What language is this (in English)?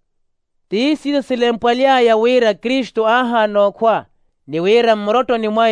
Makhuwa